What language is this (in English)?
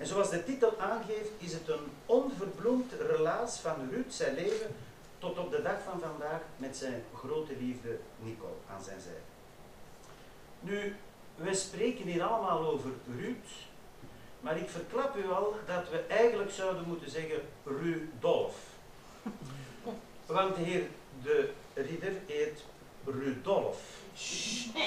Dutch